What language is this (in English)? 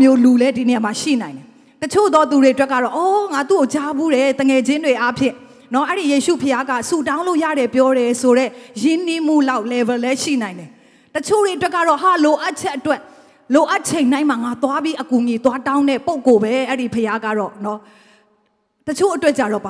Burmese